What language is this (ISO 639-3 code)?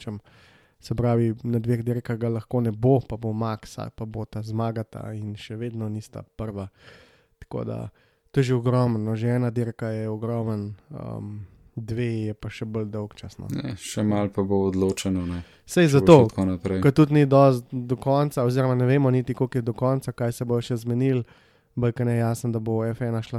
slv